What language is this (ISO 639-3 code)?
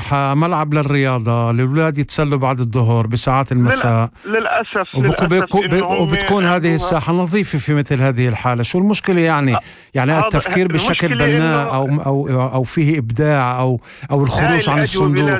apc